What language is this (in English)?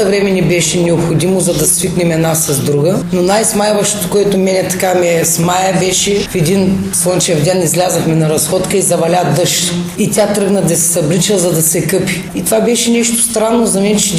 Bulgarian